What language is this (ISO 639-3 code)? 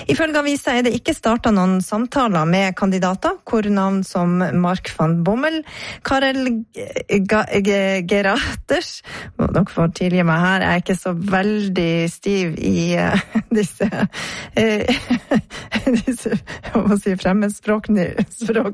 nor